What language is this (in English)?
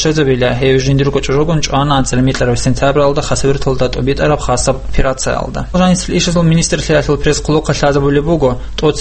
Avaric